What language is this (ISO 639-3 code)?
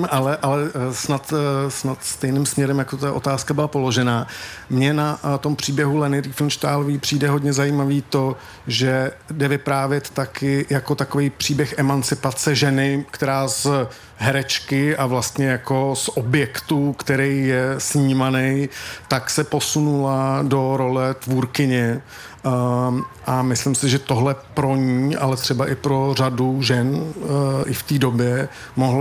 ces